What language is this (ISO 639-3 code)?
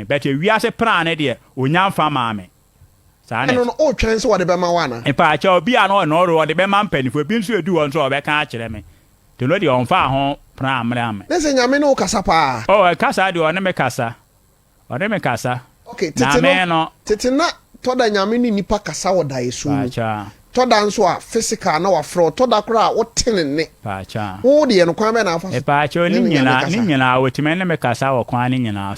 aka